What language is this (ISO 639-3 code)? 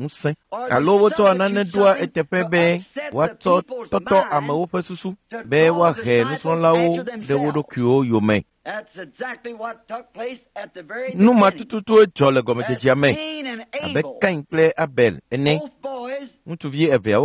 ewe